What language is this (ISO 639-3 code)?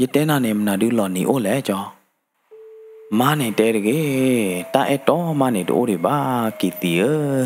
ksw